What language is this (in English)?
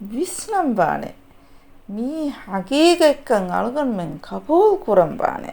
Divehi